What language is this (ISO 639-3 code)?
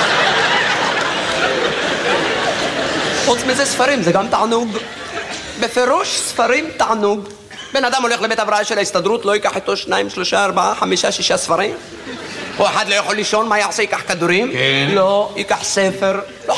heb